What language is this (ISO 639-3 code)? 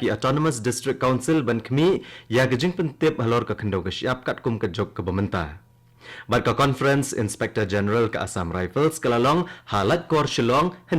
kha